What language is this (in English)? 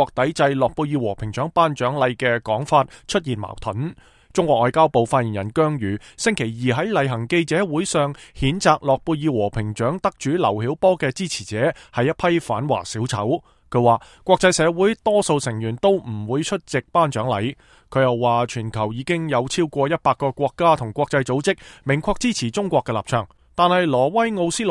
Cantonese